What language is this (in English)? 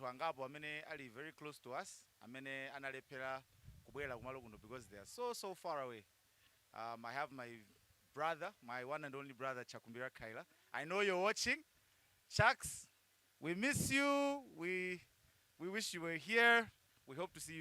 Nyanja